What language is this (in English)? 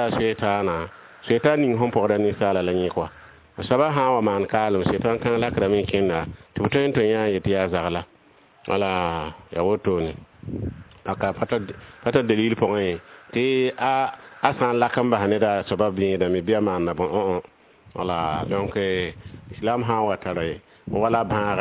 Mossi